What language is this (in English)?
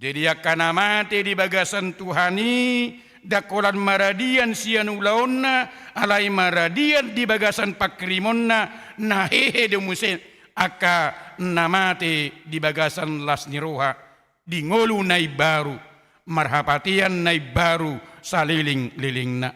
Batak Toba